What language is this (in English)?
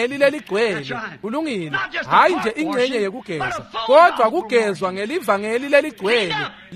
Swati